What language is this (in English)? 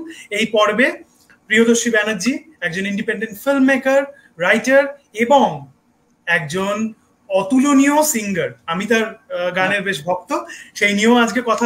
Bangla